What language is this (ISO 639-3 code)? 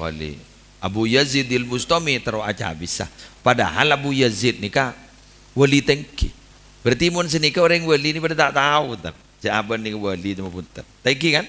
mad